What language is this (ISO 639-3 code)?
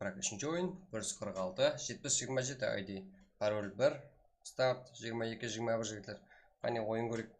kaa